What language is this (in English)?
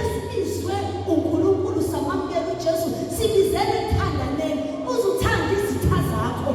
Zulu